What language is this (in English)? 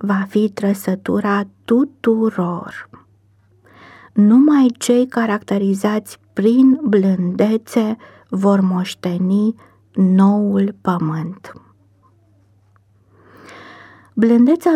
Romanian